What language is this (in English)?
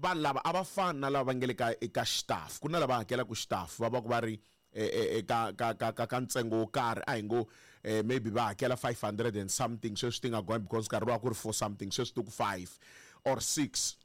Tsonga